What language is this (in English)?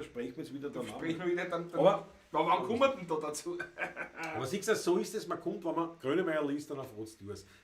Bavarian